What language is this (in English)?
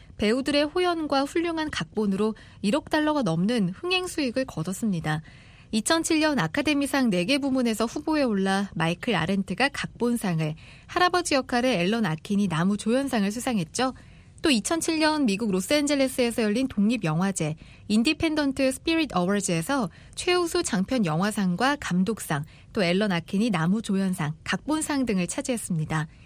Korean